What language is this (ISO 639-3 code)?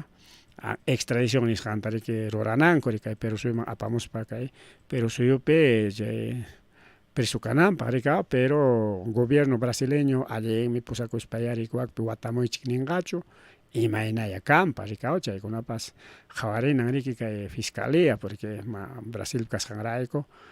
quy